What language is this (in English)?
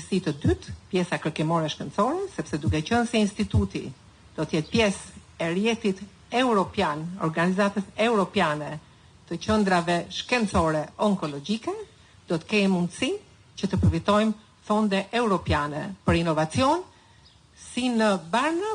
Albanian